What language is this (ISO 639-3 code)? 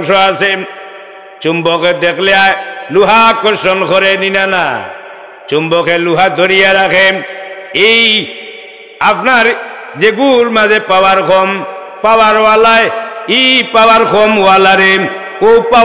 syl